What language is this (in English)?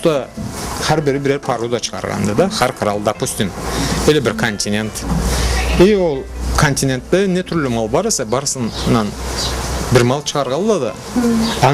Karachay-Balkar